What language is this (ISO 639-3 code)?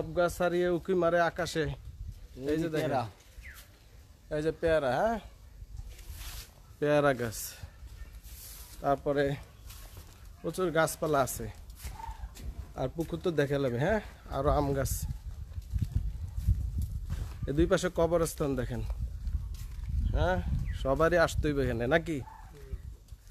ben